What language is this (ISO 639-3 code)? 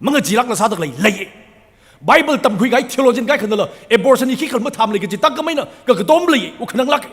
nmf